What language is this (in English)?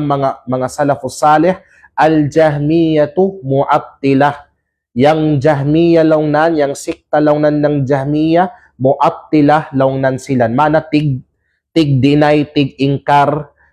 Kalagan